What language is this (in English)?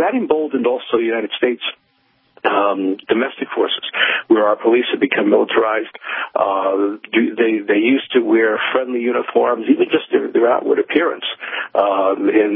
English